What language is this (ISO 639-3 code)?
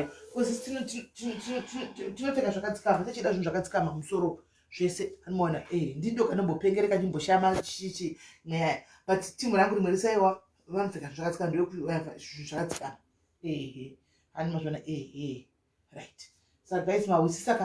sna